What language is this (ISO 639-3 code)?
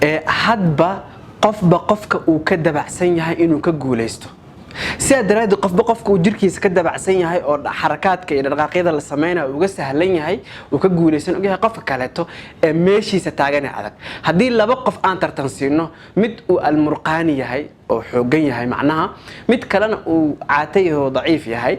som